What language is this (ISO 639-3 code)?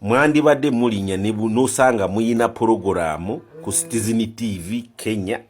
lug